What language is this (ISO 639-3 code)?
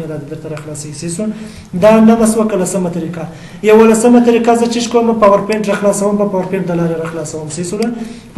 pus